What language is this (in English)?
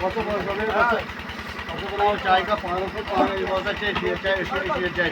Kashmiri